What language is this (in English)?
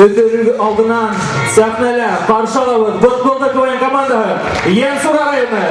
Bashkir